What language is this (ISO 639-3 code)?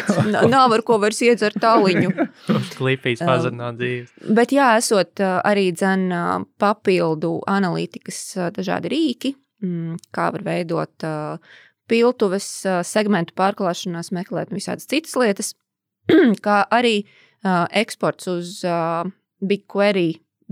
lav